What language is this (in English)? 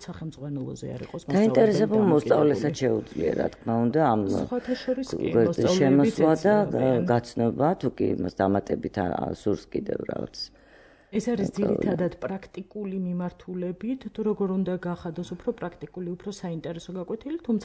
Georgian